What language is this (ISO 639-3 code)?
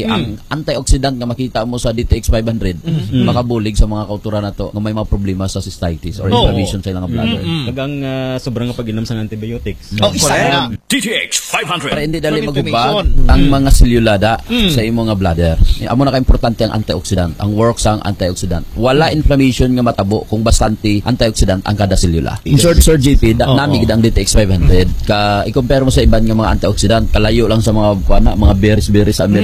hil